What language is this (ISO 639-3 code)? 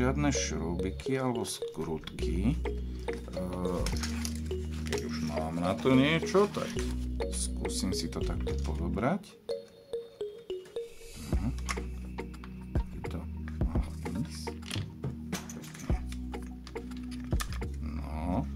slk